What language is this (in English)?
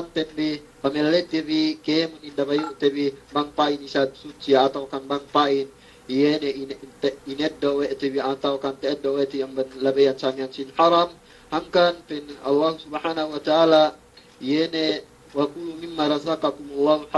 Yakan